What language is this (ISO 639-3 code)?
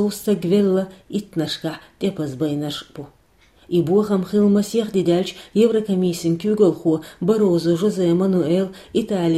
che